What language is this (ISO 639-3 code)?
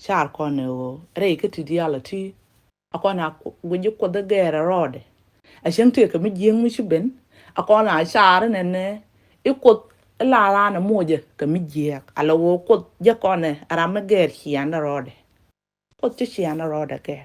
nus